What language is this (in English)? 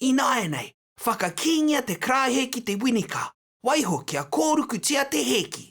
Māori